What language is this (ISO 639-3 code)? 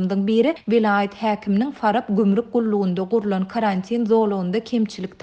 tuk